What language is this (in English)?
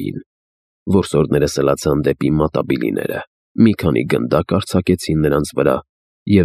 Armenian